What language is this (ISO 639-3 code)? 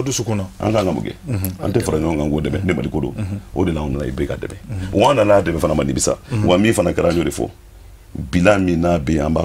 bam